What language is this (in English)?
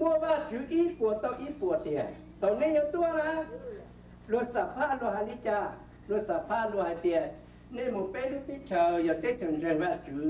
Hmong